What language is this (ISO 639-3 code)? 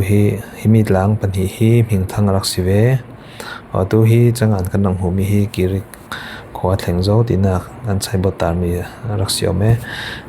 cfm